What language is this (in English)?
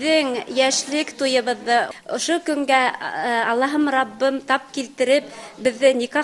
Bashkir